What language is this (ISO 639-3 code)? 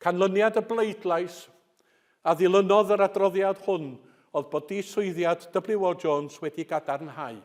cym